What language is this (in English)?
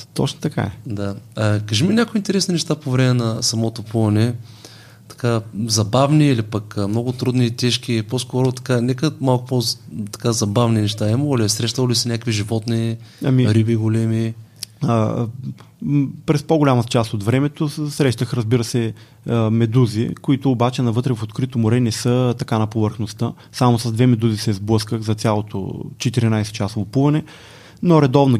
Bulgarian